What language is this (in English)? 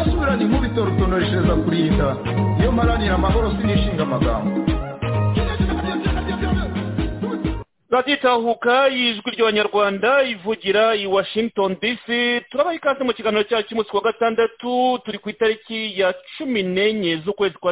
Kinyarwanda